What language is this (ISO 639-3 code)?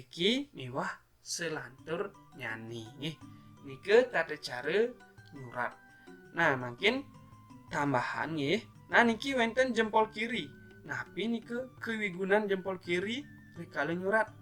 ban